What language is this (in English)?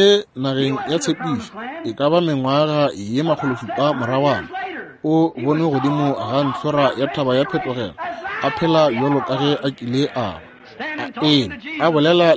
Northern Sotho